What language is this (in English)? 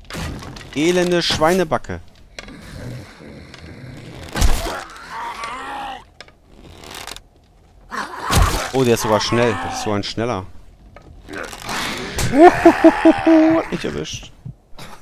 German